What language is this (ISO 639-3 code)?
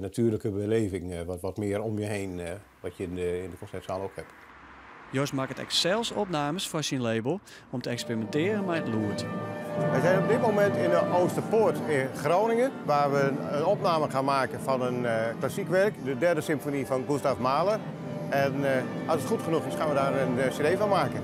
fry